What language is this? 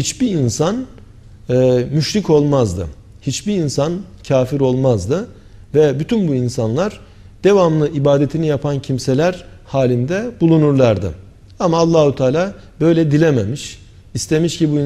Turkish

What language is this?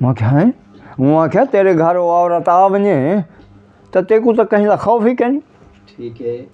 Saraiki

